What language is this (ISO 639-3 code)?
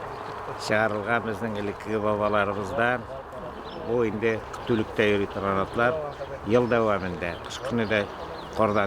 tat